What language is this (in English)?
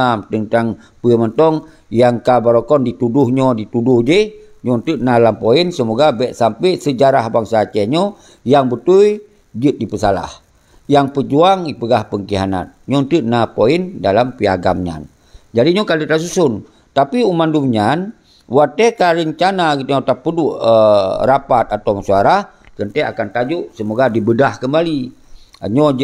Achinese